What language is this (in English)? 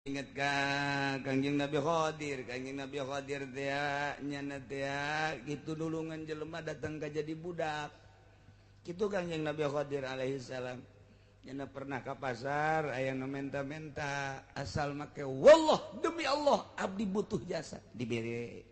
Sundanese